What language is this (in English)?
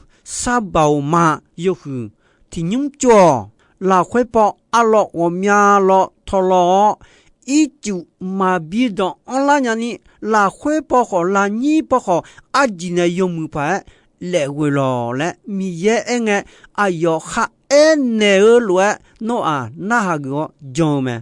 Akha